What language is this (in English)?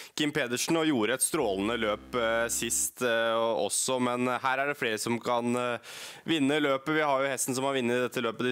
Norwegian